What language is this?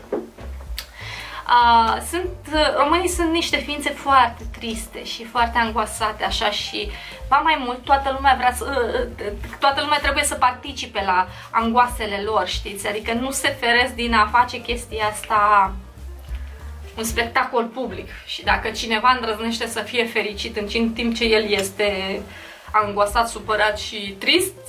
Romanian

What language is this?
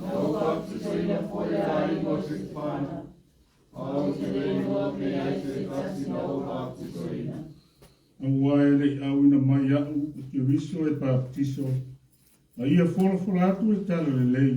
Samoan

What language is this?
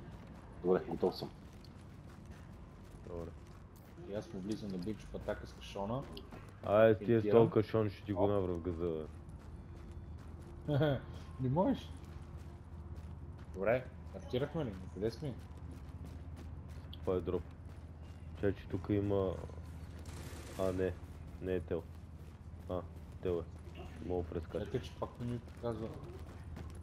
Bulgarian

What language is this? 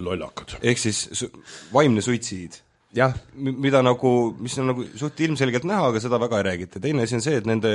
Estonian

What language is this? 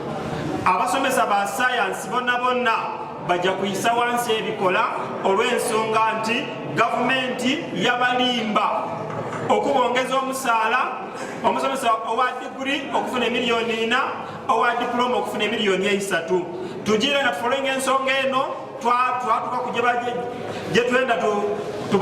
Ganda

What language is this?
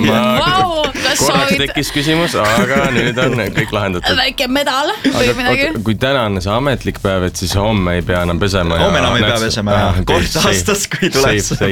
Estonian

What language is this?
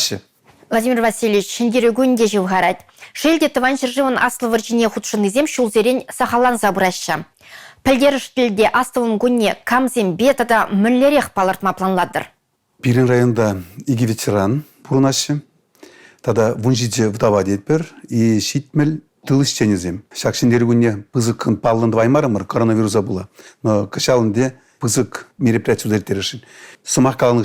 Chuvash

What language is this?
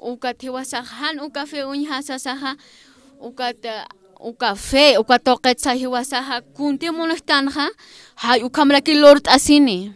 Aymara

